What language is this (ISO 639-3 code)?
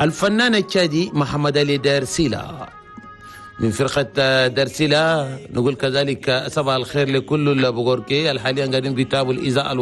shu